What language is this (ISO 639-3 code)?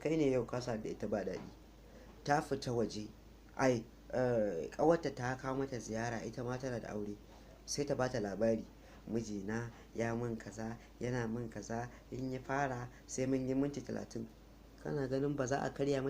hau